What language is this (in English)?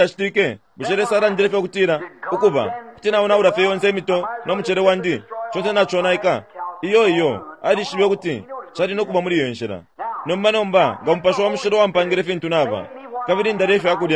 Bemba